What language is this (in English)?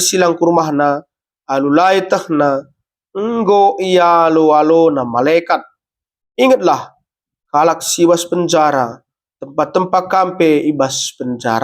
Batak Karo